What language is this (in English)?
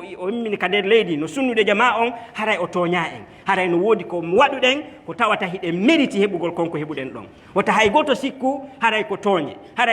Fula